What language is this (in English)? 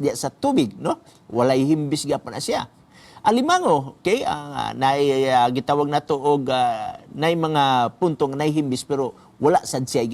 Cebuano